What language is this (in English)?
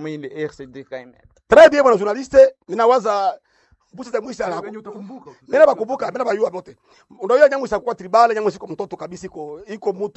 Swahili